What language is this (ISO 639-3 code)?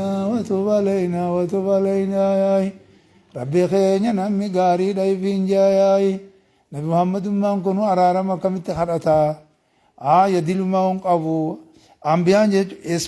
orm